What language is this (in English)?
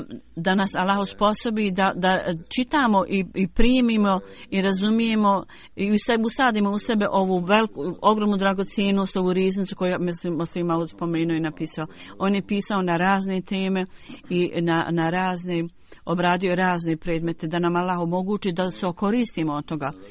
Bosnian